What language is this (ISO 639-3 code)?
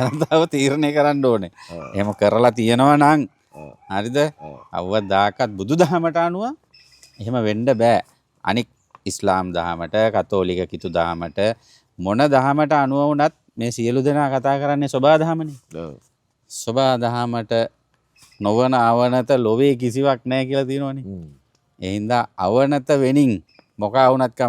sin